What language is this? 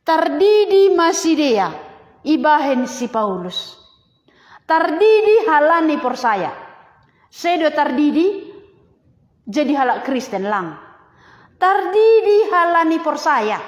Batak Simalungun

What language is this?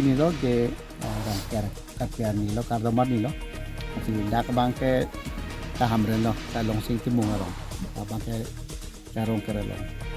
Karbi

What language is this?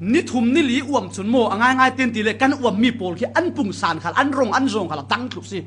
Falam Chin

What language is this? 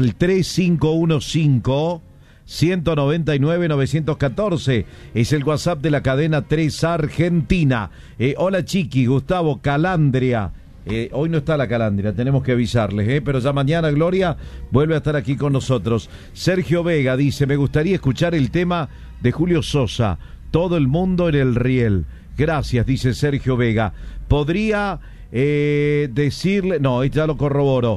Spanish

